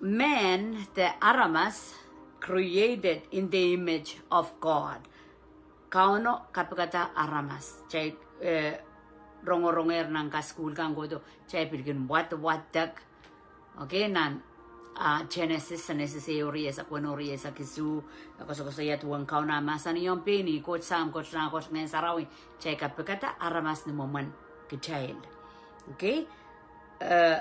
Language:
Pohnpeian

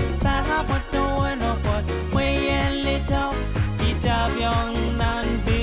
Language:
Pohnpeian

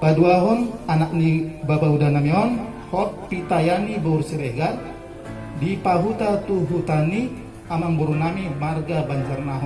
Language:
Batak Toba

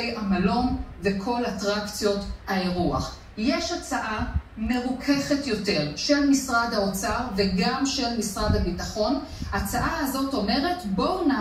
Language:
Hebrew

